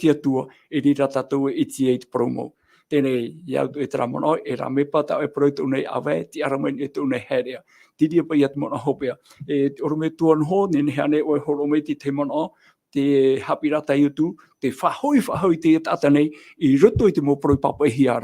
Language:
Tahitian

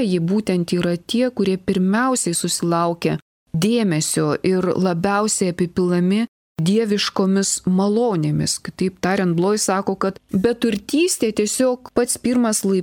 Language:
Lithuanian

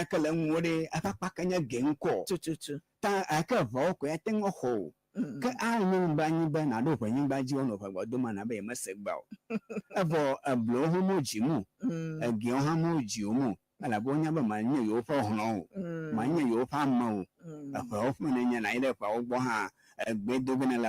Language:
Ewe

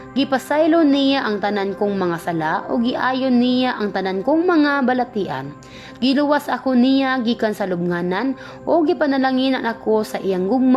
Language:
Cebuano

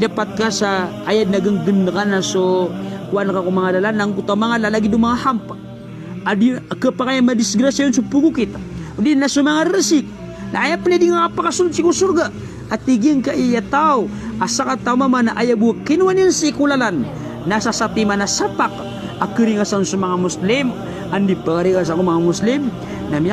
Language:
Maranao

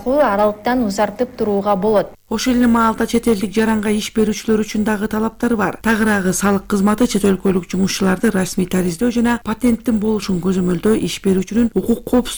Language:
Kyrgyz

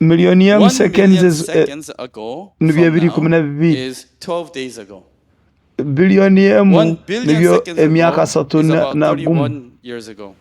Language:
Nyoro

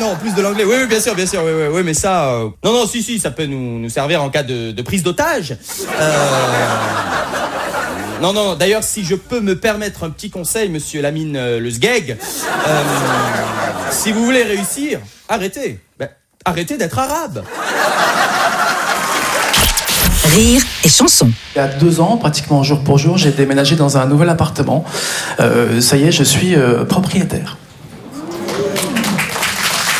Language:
French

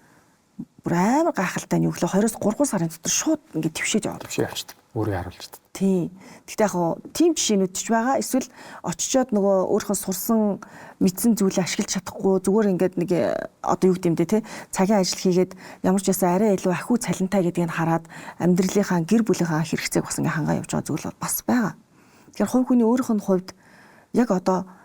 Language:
Mongolian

